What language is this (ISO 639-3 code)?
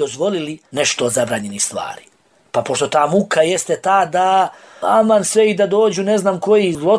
bos